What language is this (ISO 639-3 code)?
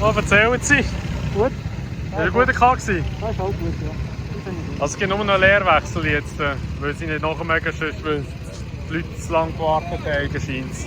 gsw